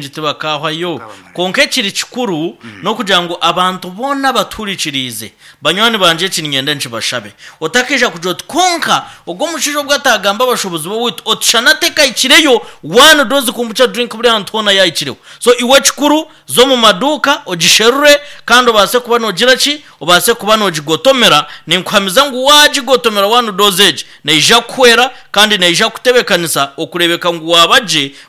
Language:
Nyankole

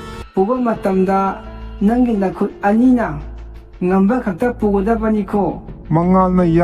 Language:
Manipuri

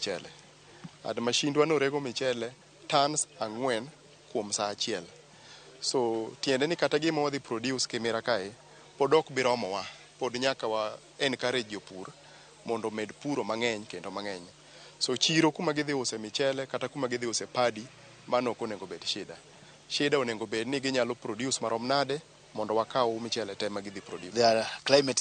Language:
Luo (Kenya and Tanzania)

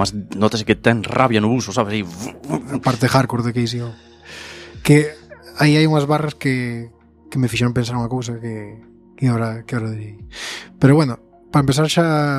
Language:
Galician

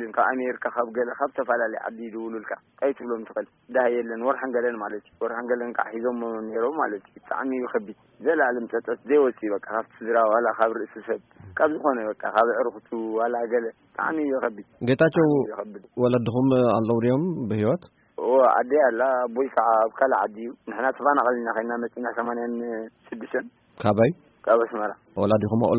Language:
Tigrinya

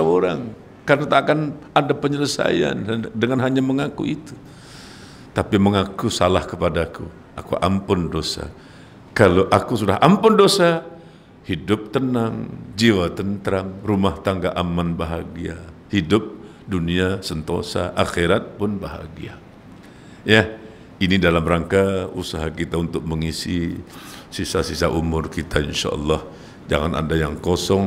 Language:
Malay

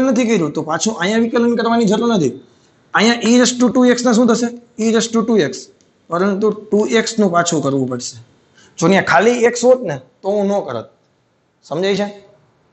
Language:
Gujarati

